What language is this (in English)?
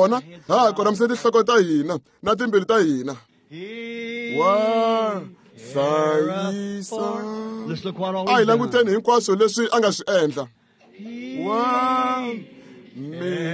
Tsonga